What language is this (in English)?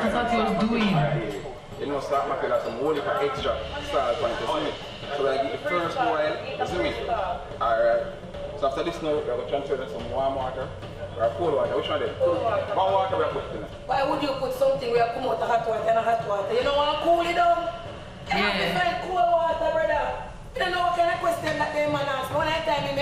Jamaican Creole English